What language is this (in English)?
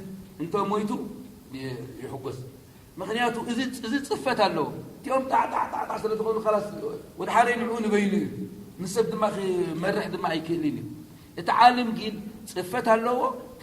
Tigrinya